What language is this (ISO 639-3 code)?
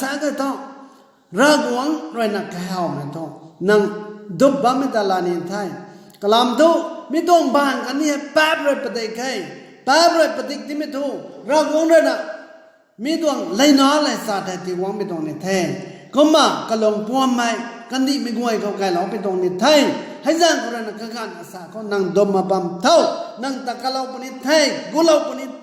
nbu